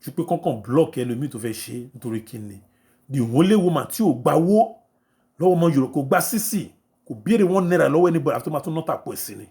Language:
Yoruba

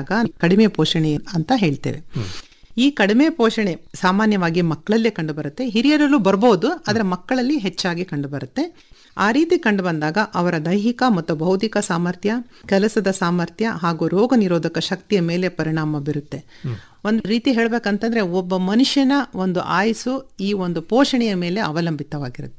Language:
Kannada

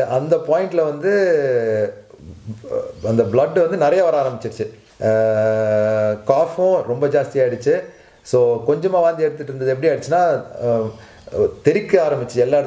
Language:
Tamil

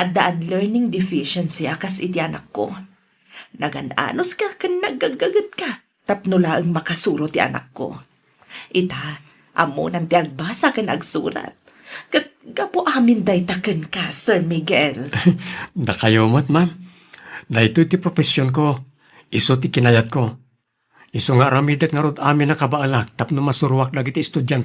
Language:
Iloko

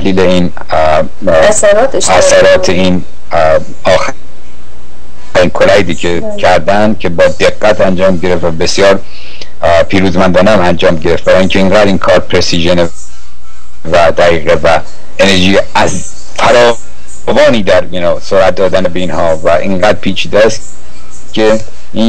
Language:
Persian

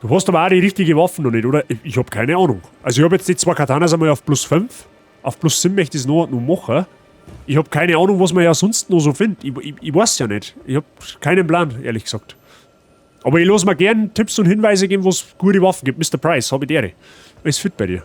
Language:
Bavarian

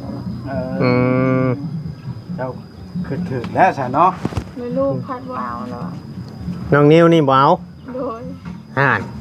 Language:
Northeastern Thai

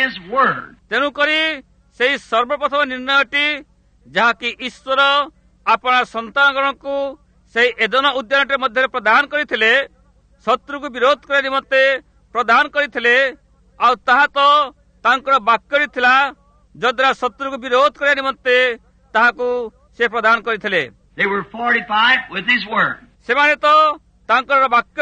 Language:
Odia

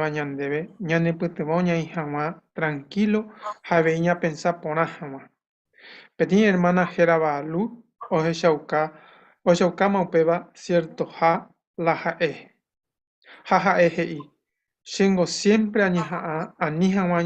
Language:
Guarani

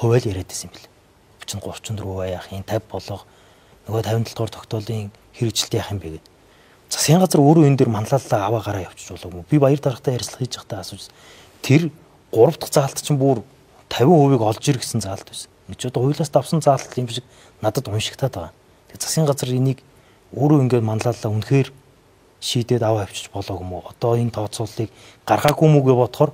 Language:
Mongolian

